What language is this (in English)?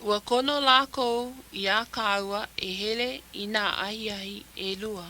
Hawaiian